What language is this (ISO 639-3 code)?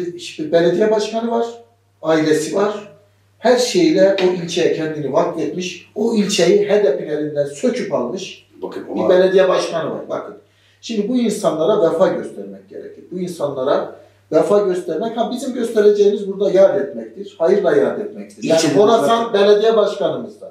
tur